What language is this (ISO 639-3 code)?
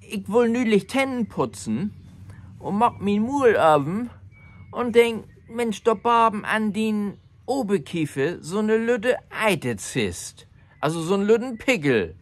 nds